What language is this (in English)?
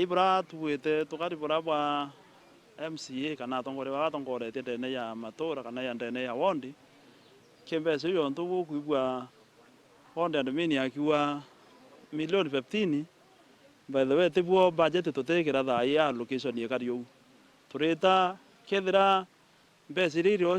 Meru